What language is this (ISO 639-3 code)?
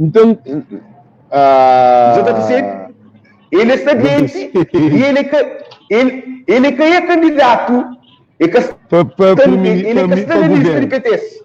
kea